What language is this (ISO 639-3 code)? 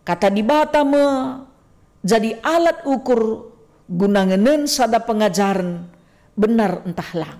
btx